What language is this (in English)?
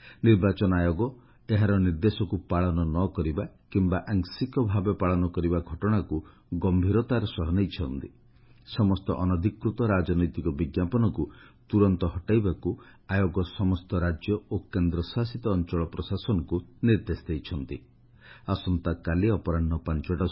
Odia